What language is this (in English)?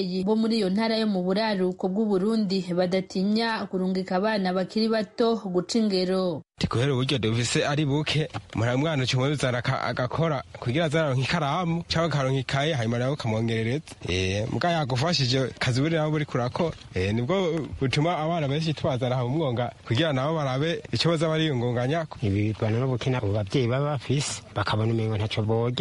Rundi